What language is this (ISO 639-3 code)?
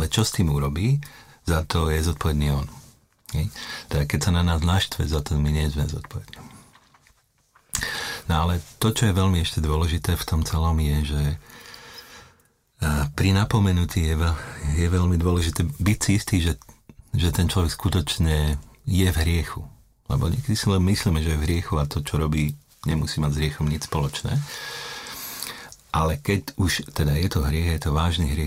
slk